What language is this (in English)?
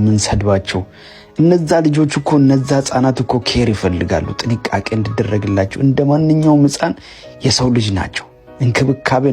Amharic